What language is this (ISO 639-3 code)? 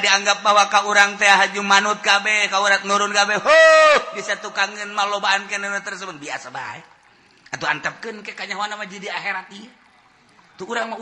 sun